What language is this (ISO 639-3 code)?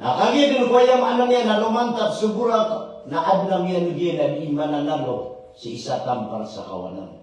mrw